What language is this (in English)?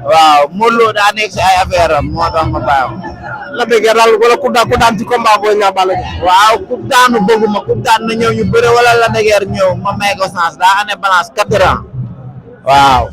Wolof